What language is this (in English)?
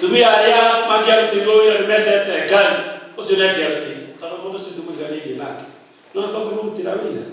Kikuyu